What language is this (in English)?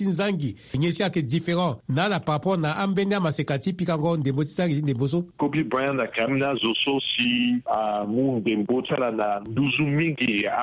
Sango